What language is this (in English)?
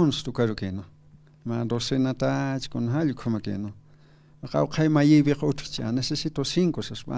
Aymara